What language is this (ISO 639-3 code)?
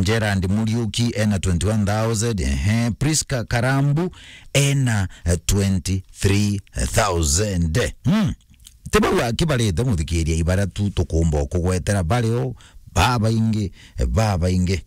mer